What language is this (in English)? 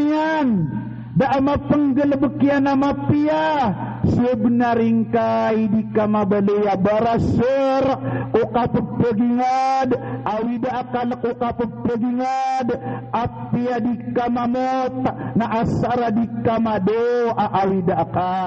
Maranao